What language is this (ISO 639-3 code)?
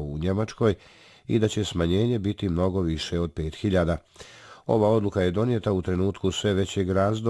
bos